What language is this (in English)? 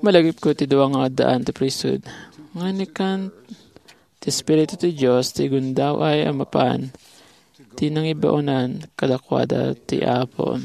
Iloko